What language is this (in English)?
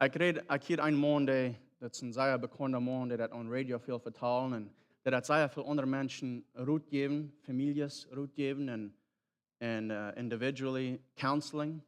Plautdietsch